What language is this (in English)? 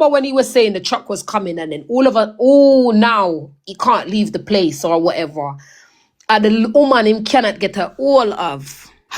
Jamaican Creole English